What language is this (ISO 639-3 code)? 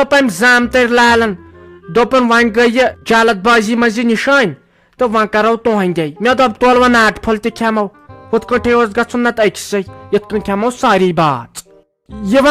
kas